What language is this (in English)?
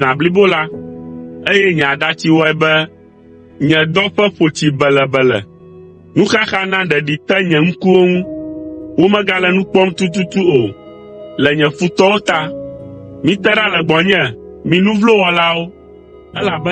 Ewe